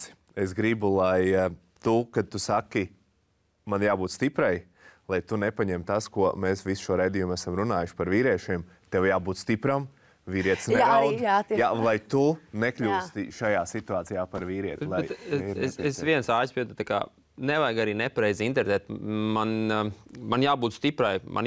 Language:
Latvian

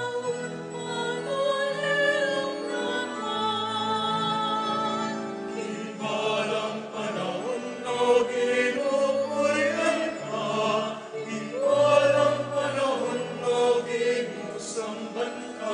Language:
Pampanga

